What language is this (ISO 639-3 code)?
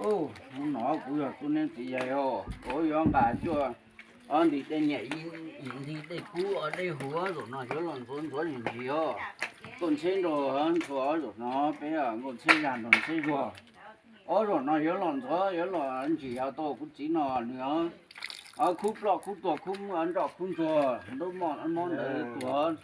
hmn